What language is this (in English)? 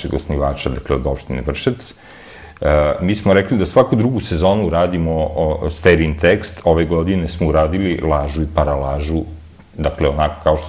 Serbian